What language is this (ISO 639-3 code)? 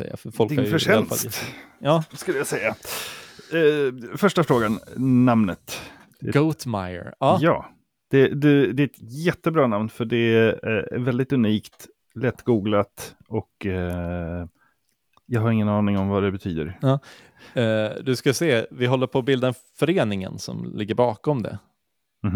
swe